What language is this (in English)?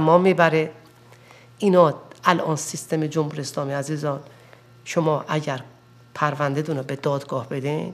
Persian